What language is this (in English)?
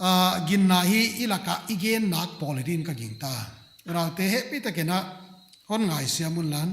Paite Chin